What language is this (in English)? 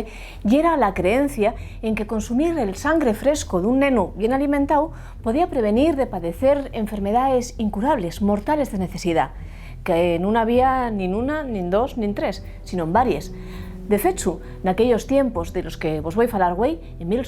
Asturian